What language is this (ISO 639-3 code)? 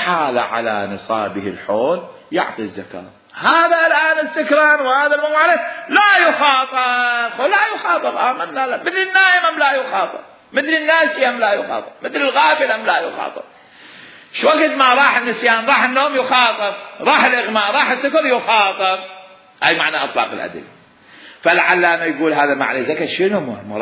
acm